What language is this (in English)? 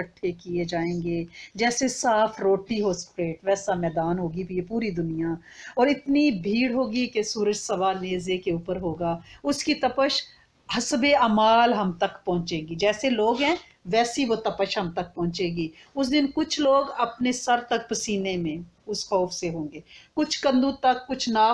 Urdu